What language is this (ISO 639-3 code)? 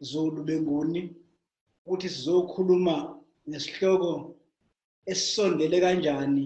zul